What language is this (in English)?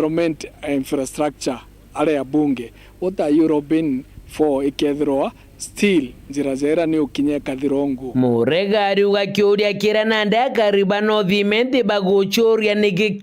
Meru